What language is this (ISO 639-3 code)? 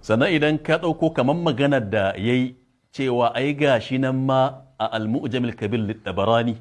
hau